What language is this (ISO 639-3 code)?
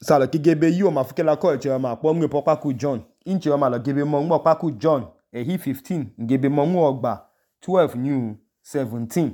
idu